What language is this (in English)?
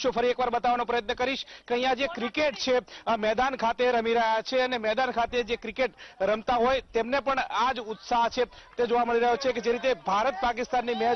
Gujarati